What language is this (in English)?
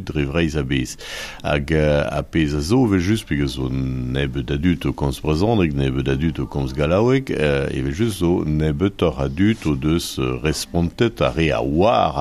Breton